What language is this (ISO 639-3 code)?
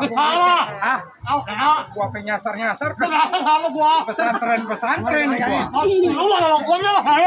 bew